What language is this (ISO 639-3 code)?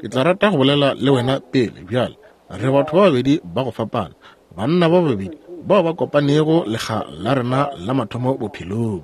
nso